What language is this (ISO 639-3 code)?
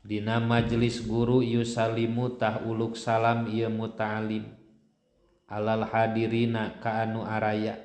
sun